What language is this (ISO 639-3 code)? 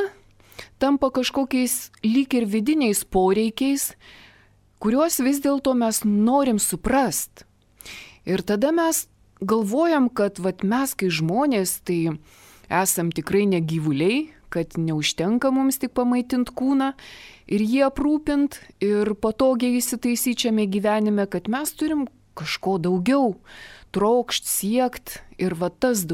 lit